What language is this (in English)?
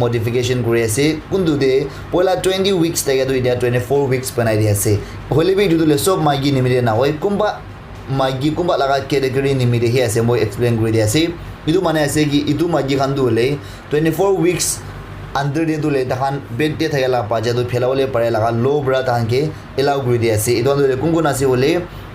Naga Pidgin